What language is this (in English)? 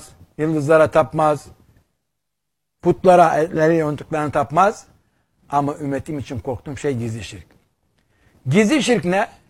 Turkish